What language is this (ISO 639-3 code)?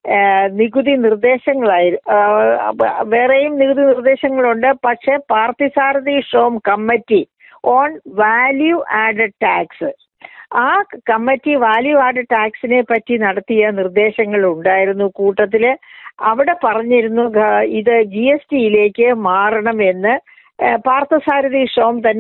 mal